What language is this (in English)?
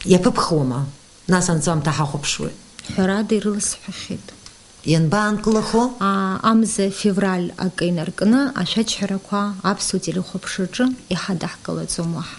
Abkhazian